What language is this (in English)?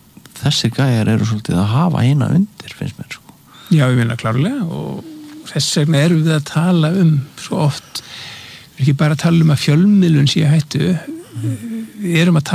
Icelandic